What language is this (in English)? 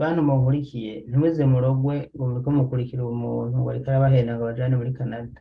Rundi